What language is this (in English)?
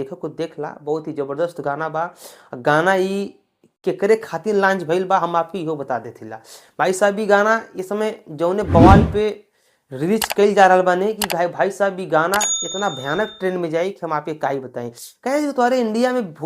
Bhojpuri